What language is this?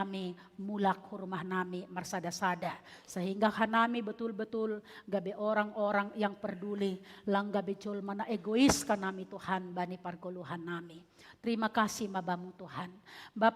Batak Simalungun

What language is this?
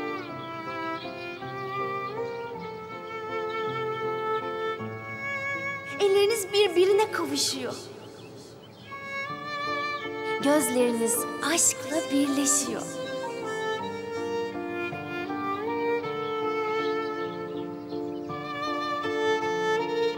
Turkish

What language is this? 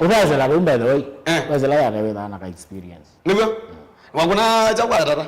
Kamba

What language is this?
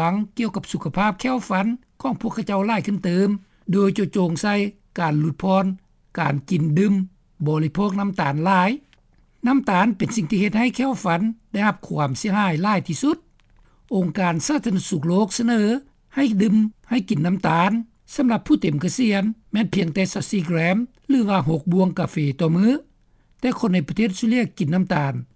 Lao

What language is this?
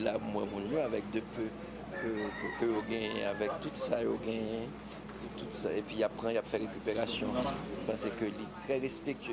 Haitian Creole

